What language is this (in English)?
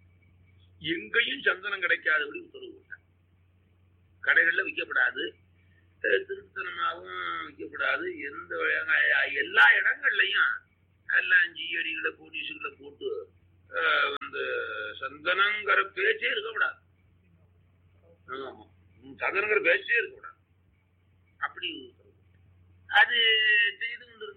Tamil